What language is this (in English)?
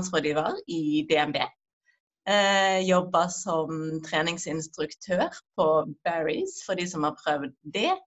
Norwegian